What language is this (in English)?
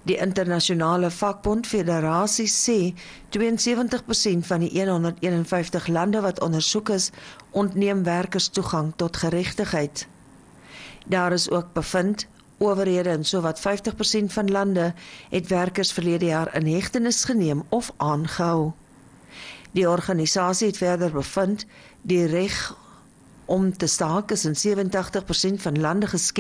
Afrikaans